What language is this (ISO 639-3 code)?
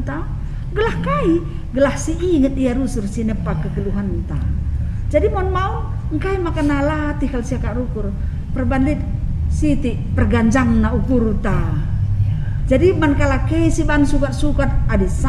btx